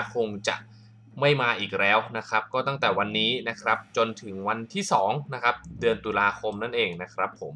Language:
Thai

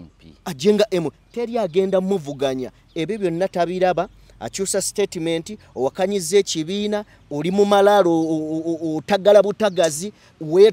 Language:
Ganda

